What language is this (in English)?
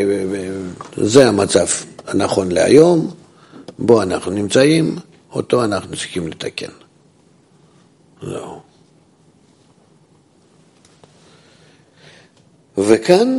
Hebrew